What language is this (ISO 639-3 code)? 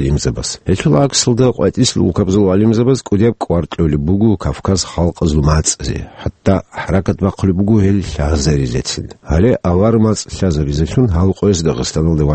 ava